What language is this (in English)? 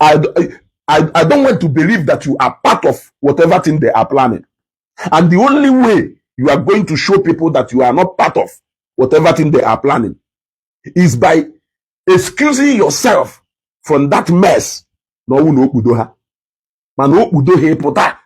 Igbo